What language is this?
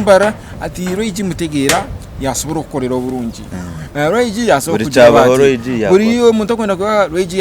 Nyankole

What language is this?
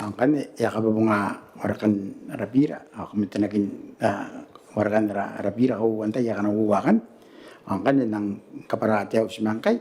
Gilbertese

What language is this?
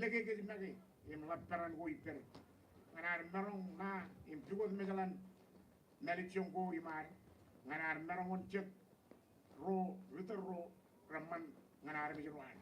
Marshallese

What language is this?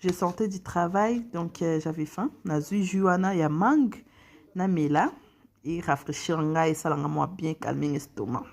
Lingala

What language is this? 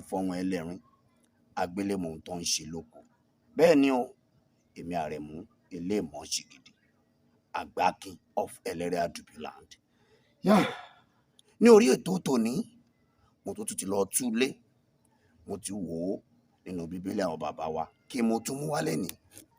Yoruba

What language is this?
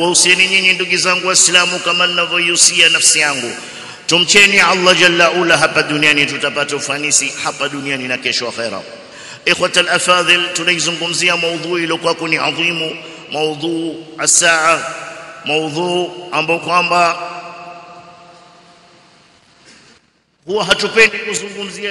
Swahili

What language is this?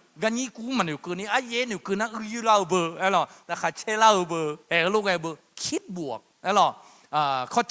Akha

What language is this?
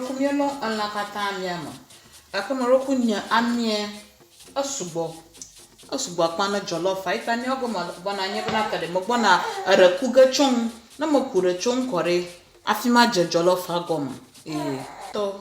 Ewe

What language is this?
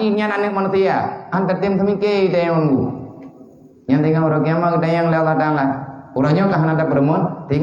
Achinese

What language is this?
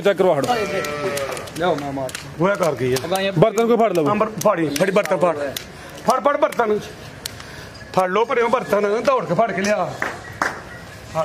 Punjabi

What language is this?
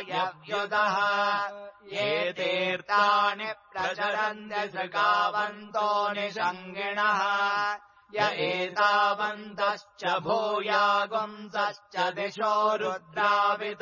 Sanskrit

